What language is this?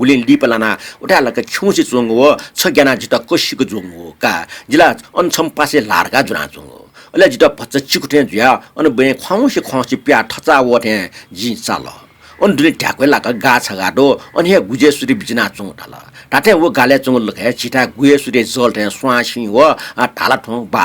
Newari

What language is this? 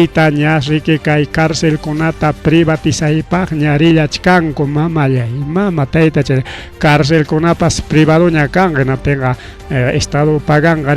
Ayacucho Quechua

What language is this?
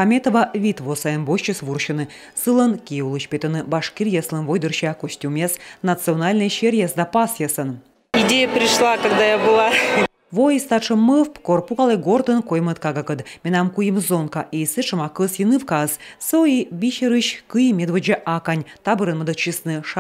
Komi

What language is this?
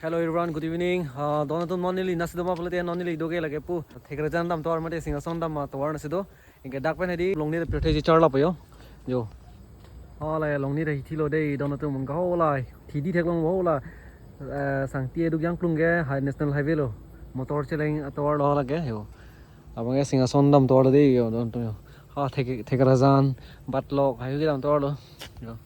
Karbi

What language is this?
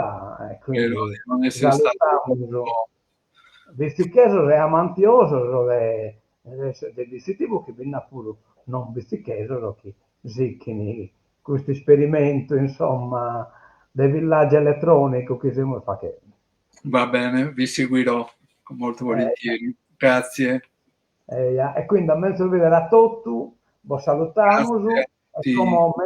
Sardinian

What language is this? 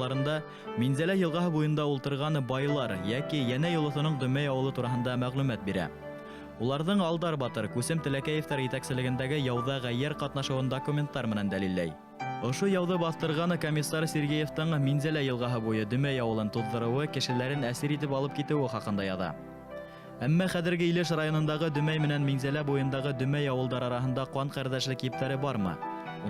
Bashkir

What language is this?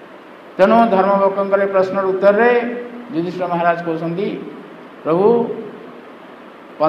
Odia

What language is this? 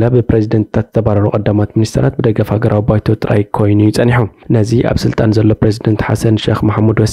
Tigrinya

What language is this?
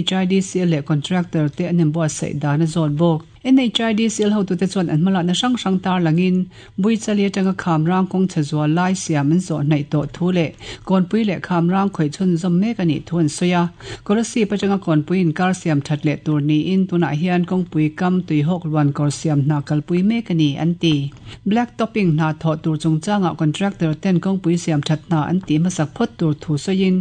Mizo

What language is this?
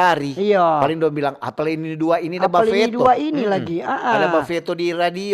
Manado Malay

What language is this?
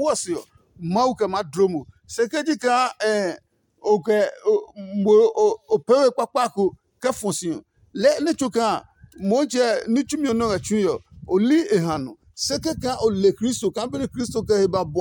Adangme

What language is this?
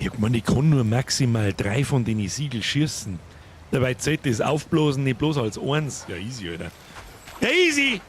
Bavarian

